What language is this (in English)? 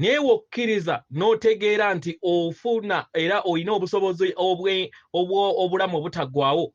Ganda